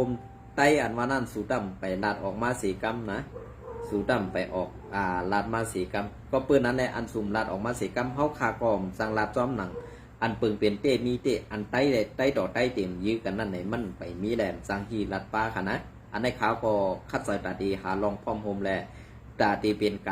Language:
Shan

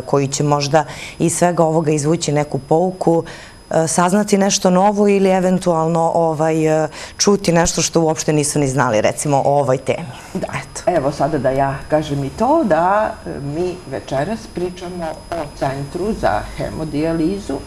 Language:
Serbian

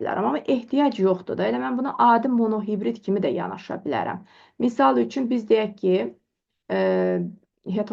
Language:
Azerbaijani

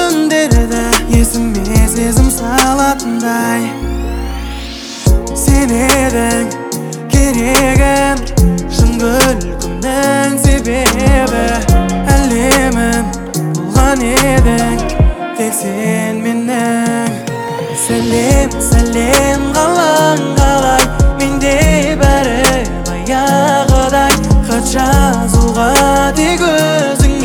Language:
Kazakh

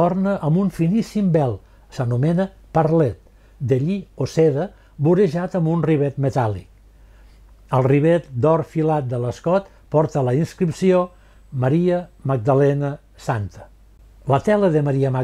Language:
Catalan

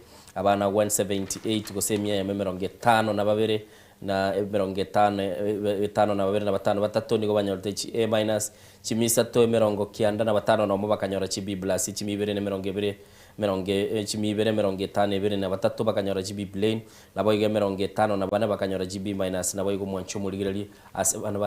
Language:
Gusii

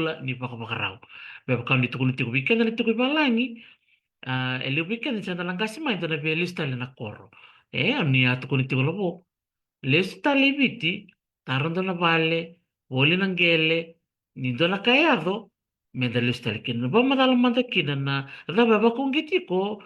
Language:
Fijian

